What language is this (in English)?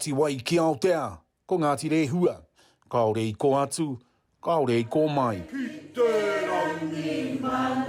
Māori